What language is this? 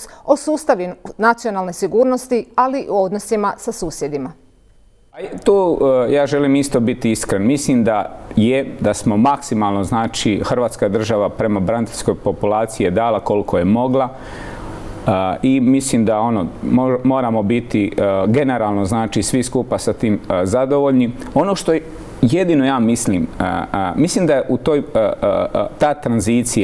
Croatian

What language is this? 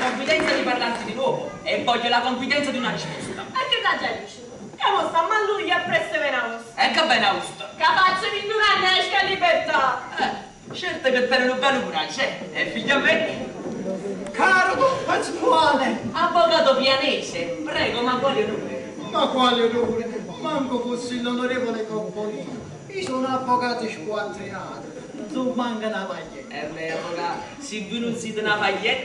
Neapolitan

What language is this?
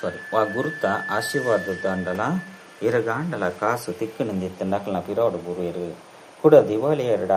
Tulu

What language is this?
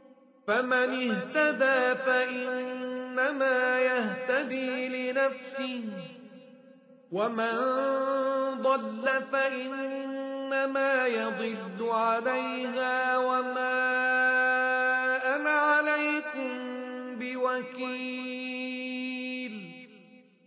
Arabic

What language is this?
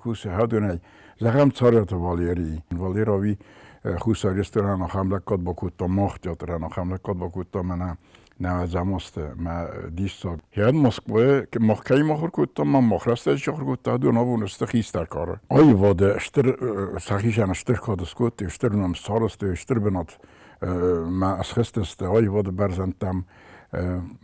Ossetic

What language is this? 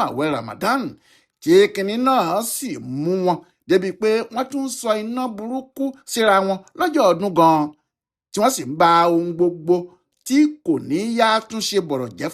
Yoruba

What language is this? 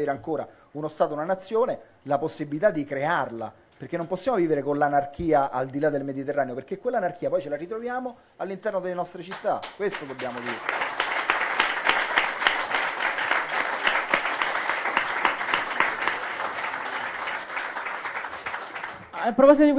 Italian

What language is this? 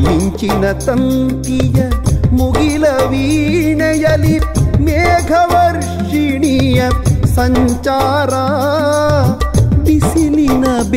Kannada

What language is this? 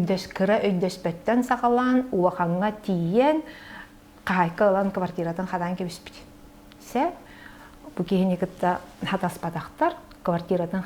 Yakut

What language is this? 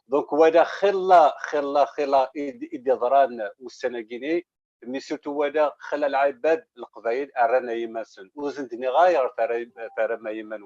Kabyle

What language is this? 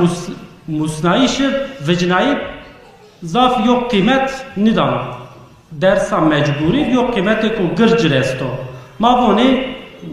Zaza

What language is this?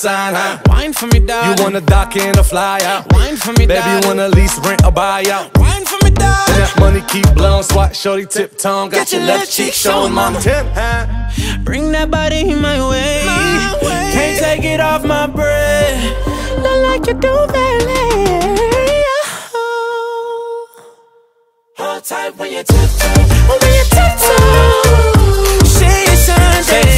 English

